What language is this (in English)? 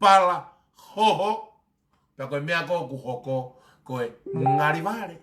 Tongan